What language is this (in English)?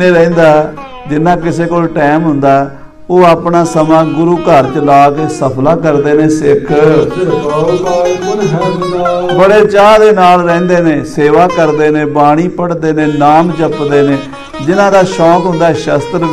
Punjabi